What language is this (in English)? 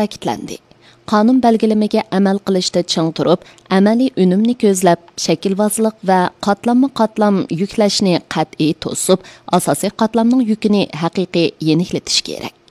Uyghur